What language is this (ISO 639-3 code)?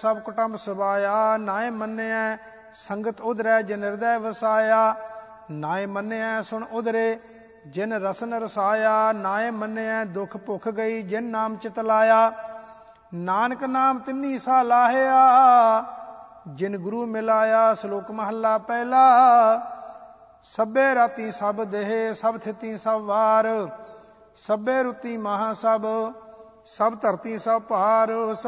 pan